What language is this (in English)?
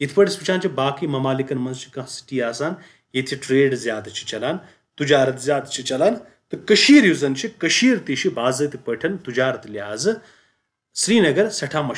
Kashmiri